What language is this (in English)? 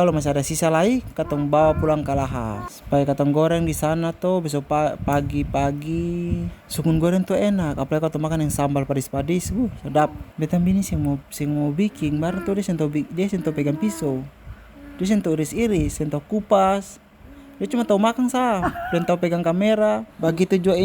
Ambonese Malay